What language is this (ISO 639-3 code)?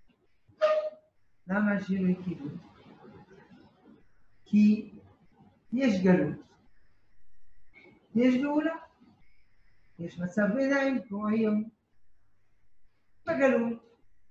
heb